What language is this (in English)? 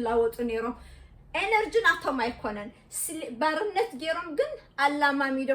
Tigrinya